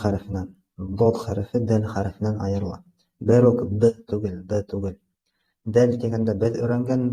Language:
Bashkir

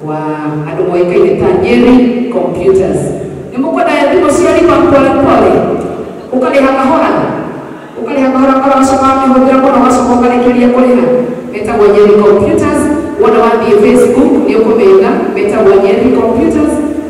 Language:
Kikuyu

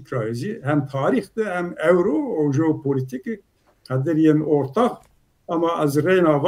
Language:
Zaza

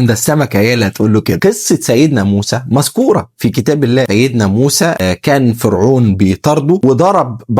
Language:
Egyptian Arabic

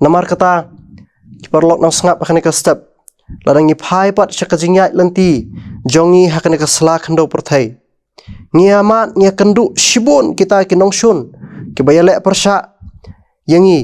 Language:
Khasi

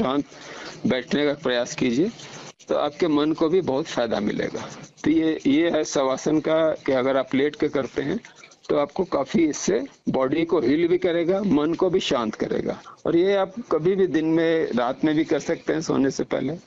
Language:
Hindi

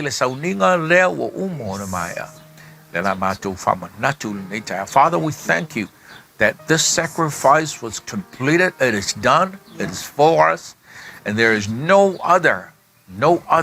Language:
Samoan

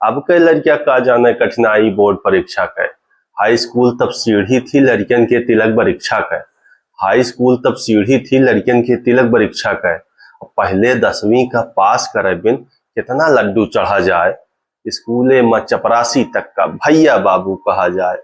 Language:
Awadhi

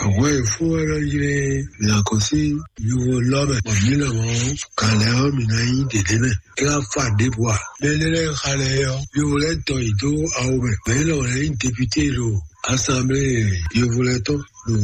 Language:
Fon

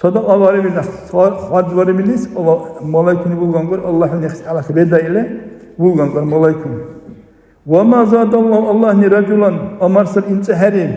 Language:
Dargwa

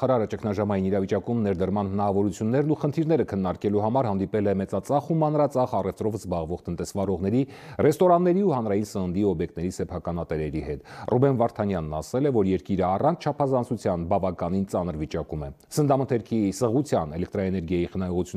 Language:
Armenian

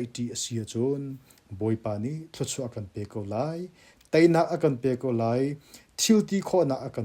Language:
Hakha Chin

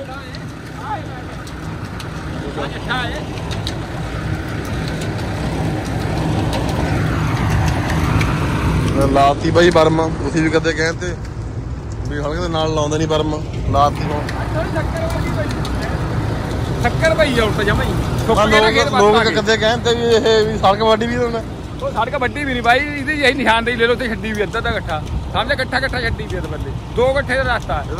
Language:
Punjabi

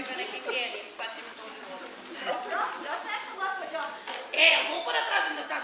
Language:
Serbian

